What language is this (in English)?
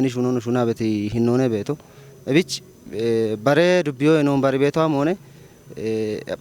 Kafa